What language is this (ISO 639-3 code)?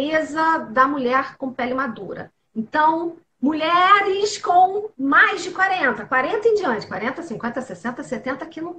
por